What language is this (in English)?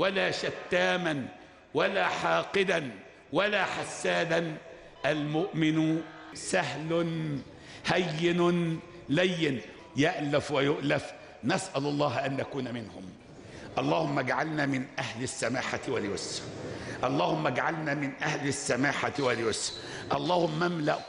Arabic